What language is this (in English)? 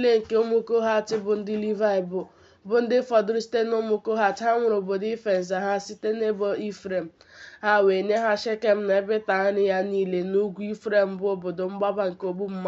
Igbo